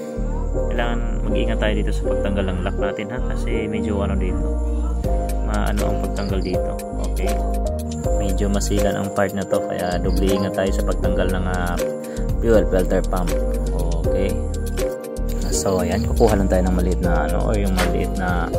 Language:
Filipino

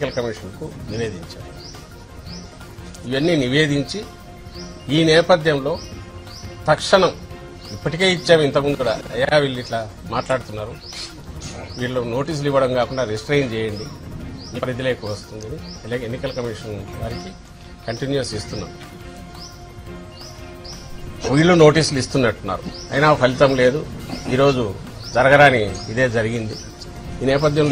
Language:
Telugu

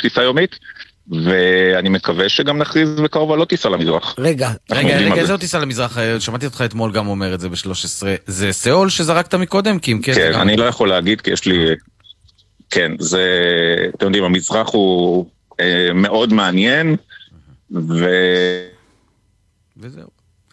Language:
Hebrew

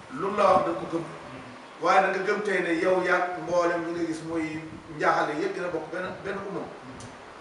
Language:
Wolof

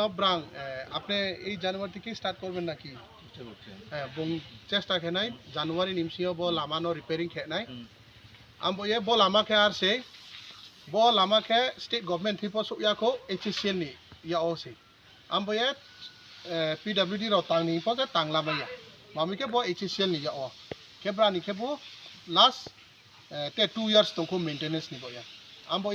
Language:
Kok Borok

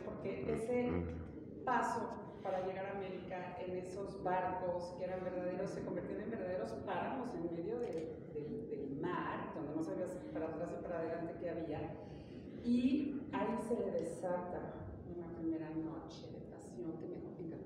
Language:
Spanish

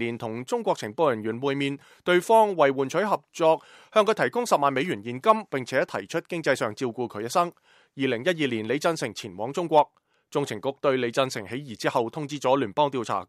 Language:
Cantonese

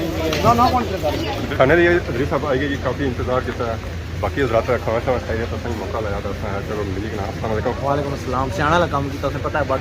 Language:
Pahari-Potwari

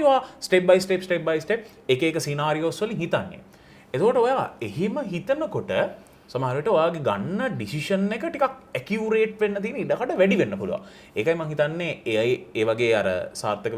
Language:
Sinhala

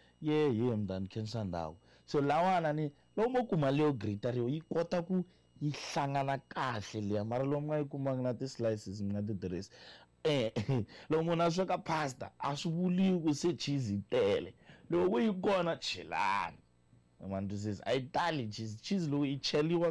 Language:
Tsonga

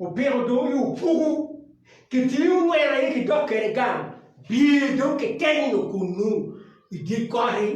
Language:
Acoli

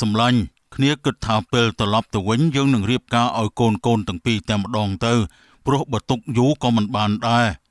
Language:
Khmer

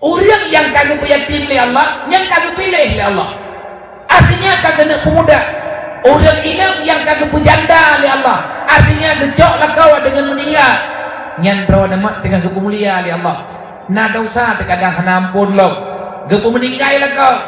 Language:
Achinese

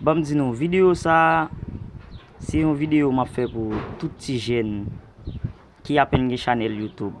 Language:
Haitian Creole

